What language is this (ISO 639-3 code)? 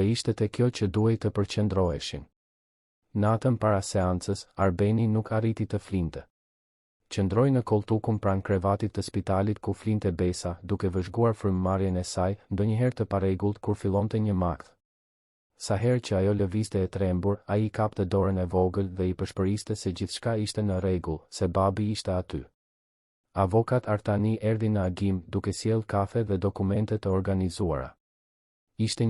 sqi